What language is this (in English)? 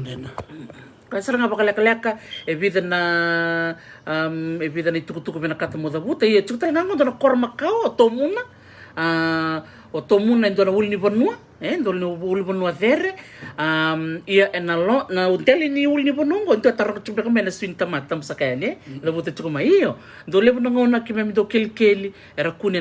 Fijian